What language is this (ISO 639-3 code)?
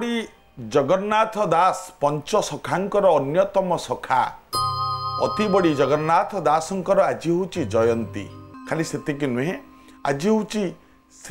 ori